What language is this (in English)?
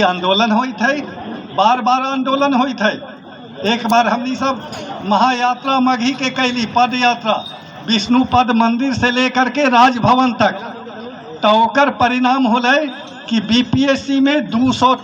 Magahi